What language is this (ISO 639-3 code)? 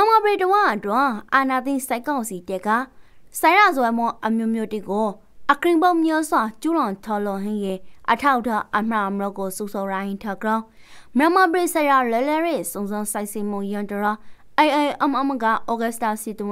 rki